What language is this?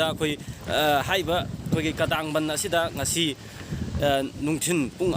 Manipuri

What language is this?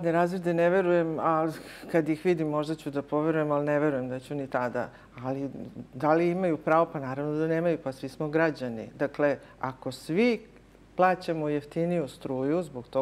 Serbian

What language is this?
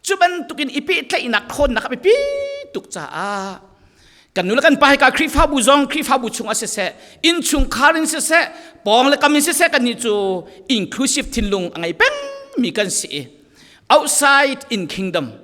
Falam Chin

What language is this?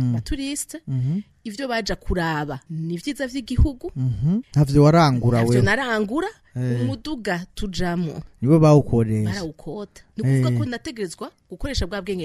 Rundi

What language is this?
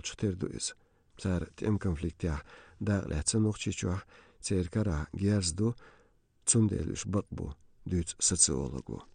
Chechen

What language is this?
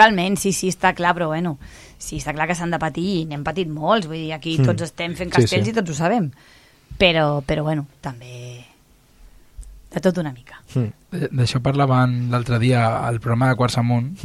Catalan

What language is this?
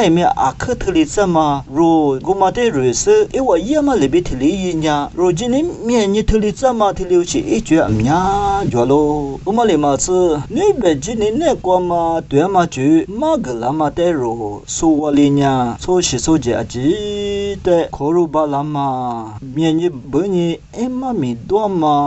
Lisu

